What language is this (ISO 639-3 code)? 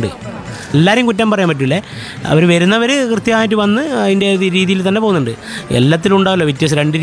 mal